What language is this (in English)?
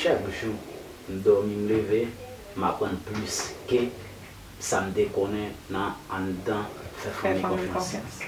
Haitian Creole